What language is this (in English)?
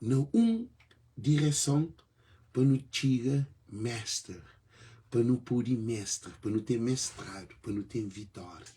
Kabuverdianu